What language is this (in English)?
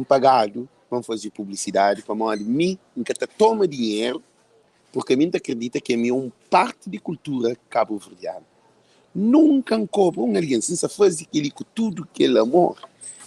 Kabuverdianu